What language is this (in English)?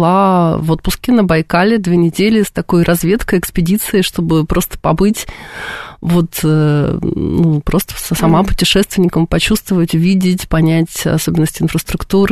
Russian